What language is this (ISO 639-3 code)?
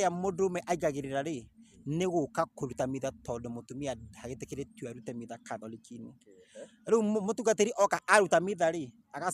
kik